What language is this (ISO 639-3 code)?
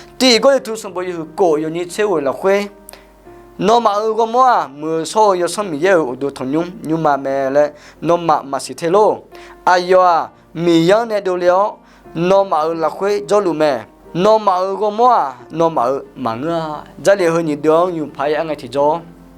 ahk